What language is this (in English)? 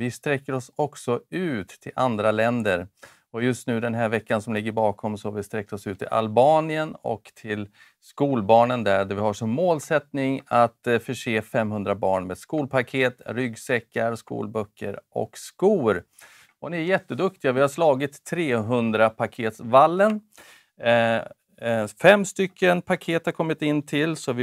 Swedish